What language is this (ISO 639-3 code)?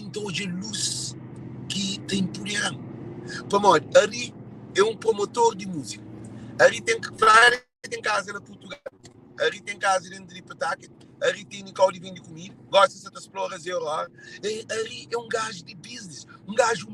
kea